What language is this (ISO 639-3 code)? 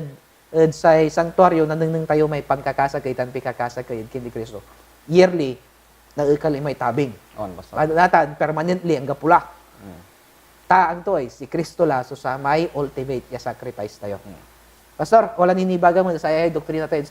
pag